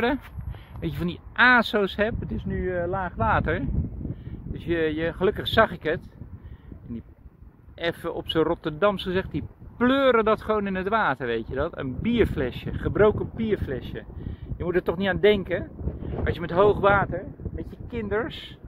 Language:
Dutch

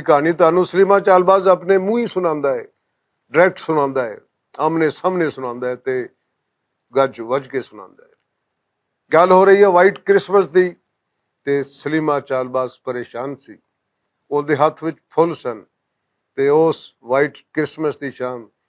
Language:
Western Panjabi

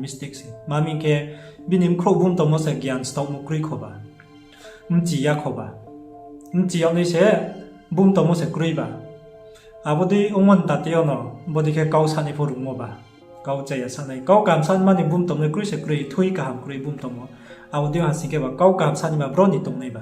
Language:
Riang (India)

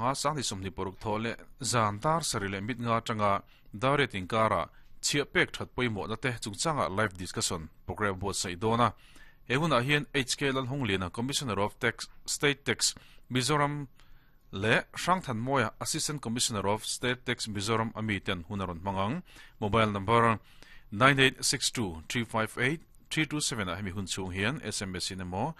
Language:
Mizo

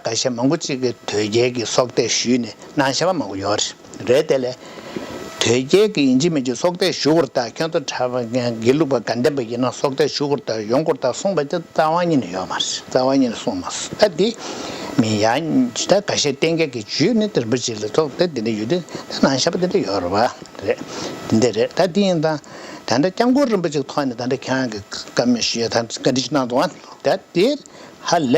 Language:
Tibetan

